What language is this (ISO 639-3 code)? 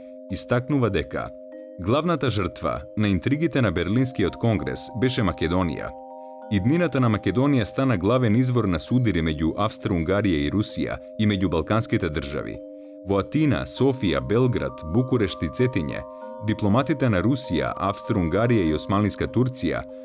mkd